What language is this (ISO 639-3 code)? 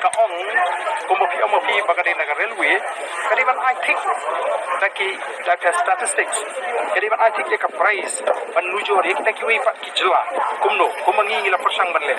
kha